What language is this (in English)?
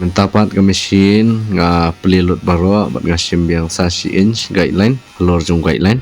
Khasi